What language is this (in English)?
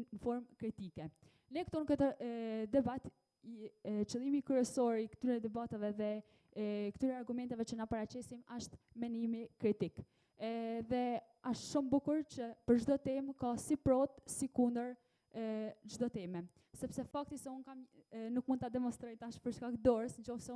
Albanian